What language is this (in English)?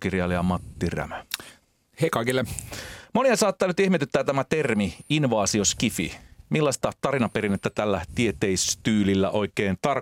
Finnish